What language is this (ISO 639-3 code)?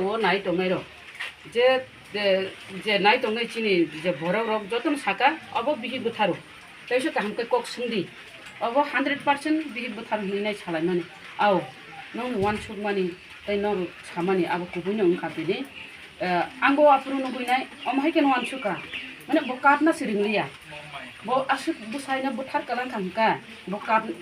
trp